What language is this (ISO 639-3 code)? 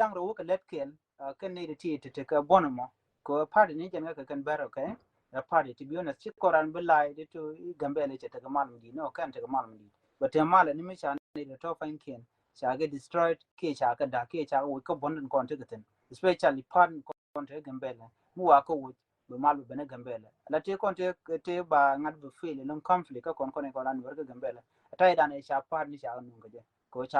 nus